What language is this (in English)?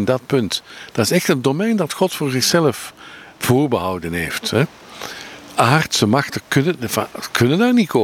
Dutch